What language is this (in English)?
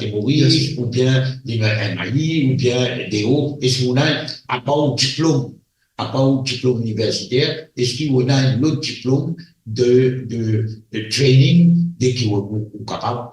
Morisyen